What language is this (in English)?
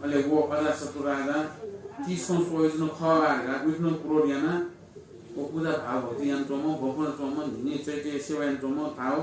Newari